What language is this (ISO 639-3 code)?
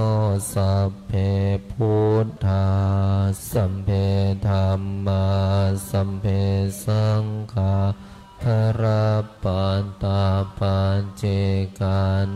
pli